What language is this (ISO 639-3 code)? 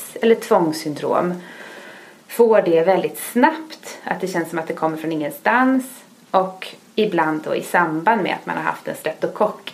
swe